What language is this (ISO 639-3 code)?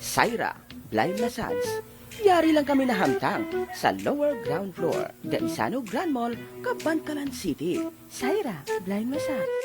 hil